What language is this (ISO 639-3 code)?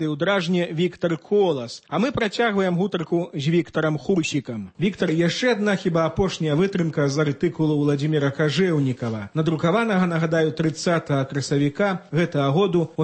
bel